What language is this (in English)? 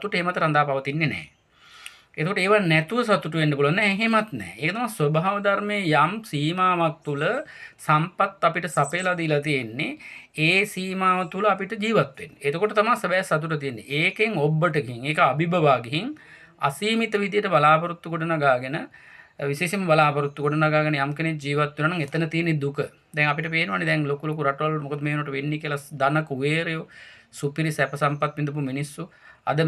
Sinhala